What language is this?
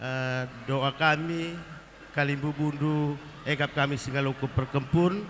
Batak Karo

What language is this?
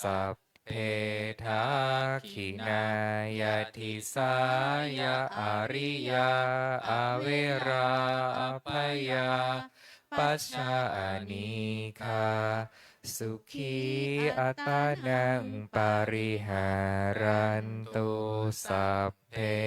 Pali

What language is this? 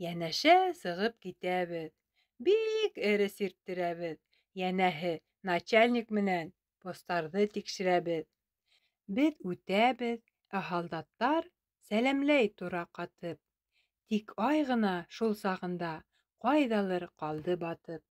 Bashkir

